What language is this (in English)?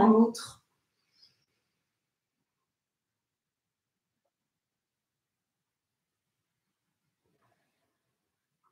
French